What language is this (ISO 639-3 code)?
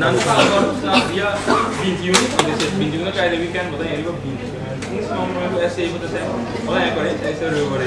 pap